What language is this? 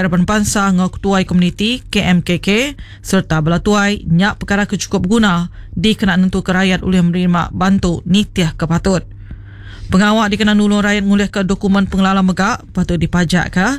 Iban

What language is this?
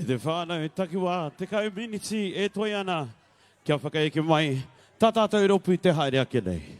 Māori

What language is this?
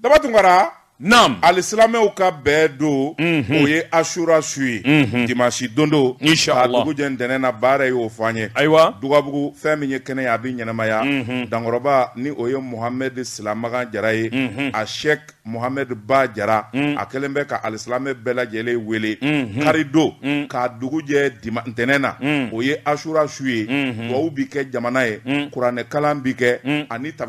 Bambara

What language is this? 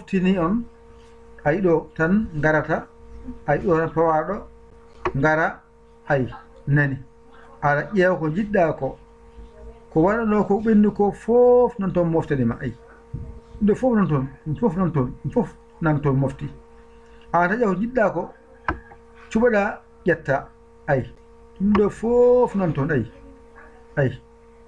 Fula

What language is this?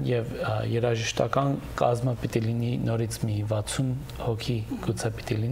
Western Armenian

